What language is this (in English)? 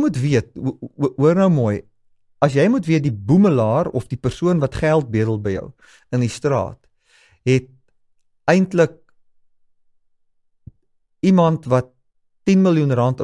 Afrikaans